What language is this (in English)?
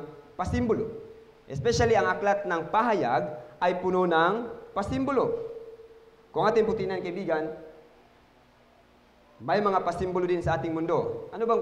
Filipino